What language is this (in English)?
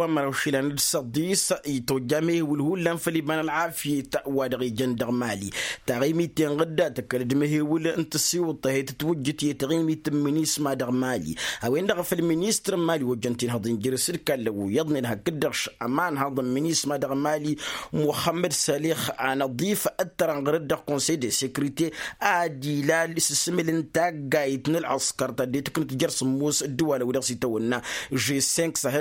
Tamasheq